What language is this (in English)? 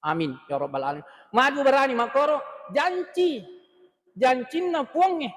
Buginese